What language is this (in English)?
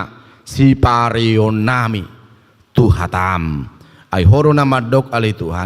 Batak Toba